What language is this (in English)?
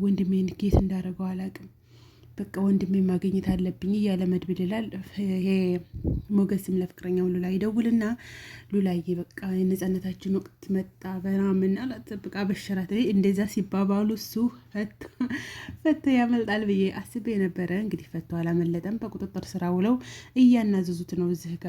Amharic